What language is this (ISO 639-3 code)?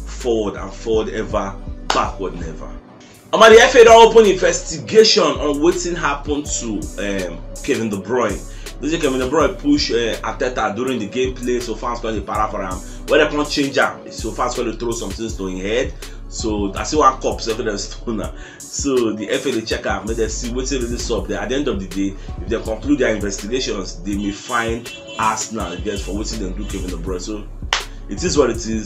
pcm